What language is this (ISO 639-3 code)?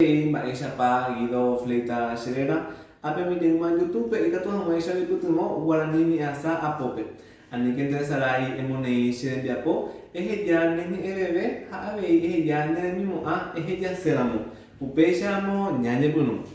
grn